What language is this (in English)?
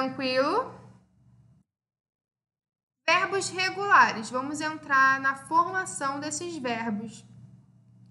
Portuguese